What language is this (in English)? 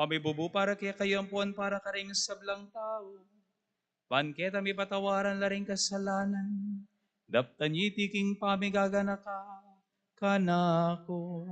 Pampanga